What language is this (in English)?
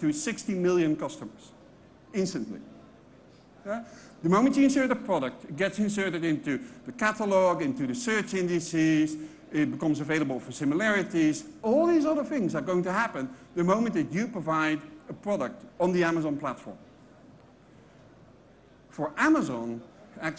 English